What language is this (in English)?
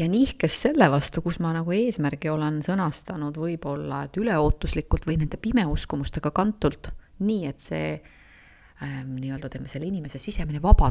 Estonian